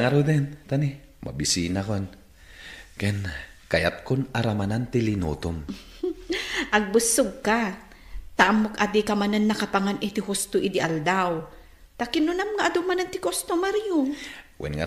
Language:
Iloko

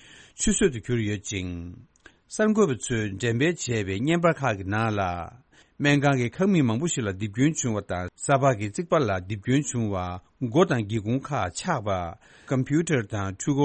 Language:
Tibetan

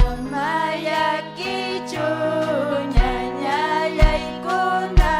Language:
Ayacucho Quechua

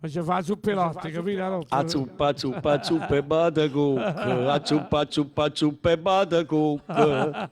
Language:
Neapolitan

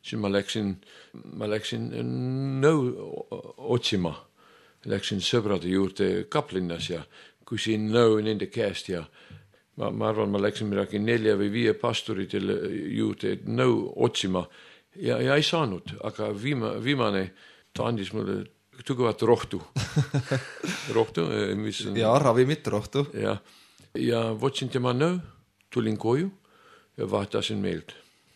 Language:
Estonian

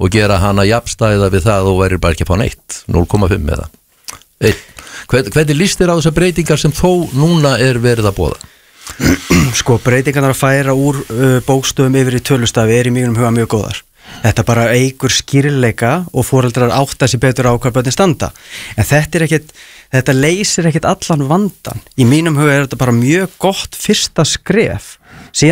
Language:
Icelandic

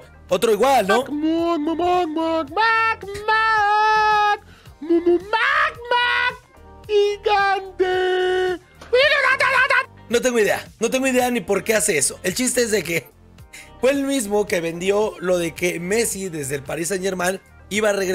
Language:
Spanish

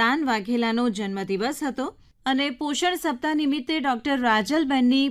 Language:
Gujarati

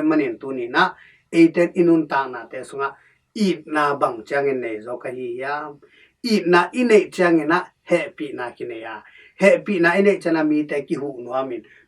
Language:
Tedim Chin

